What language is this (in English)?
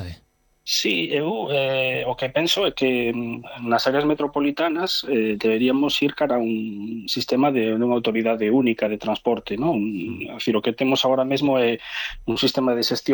Galician